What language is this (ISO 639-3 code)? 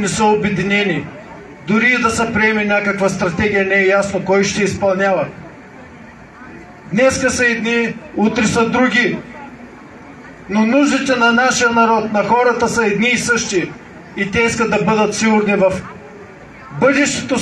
bul